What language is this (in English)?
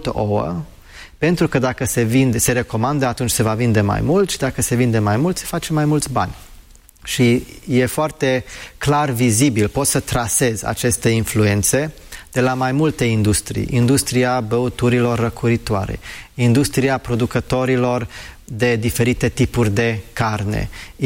Romanian